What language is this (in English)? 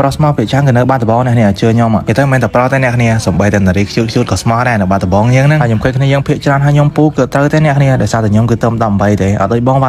Khmer